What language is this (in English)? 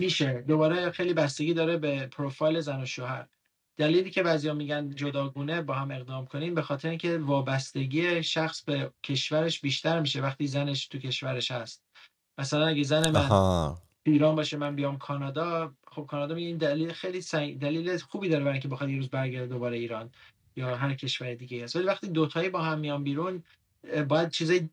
Persian